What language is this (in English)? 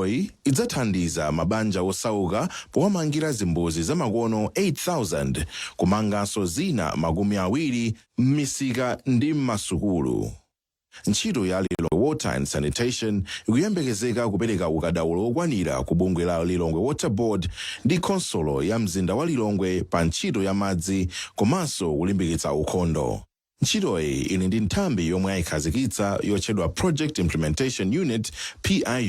Nyanja